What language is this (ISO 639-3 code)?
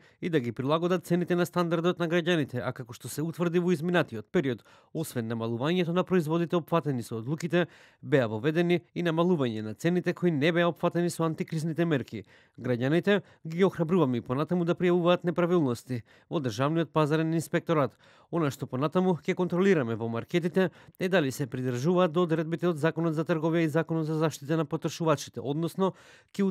mkd